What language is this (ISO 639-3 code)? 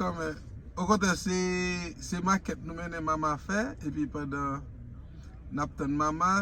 hat